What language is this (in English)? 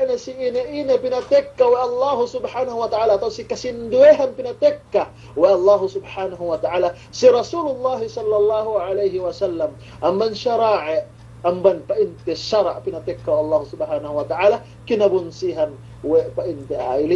Yakan